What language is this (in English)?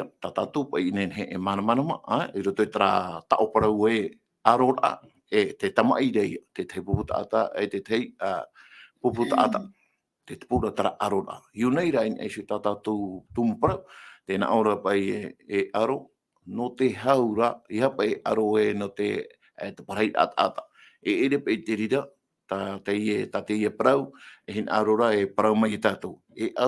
Tahitian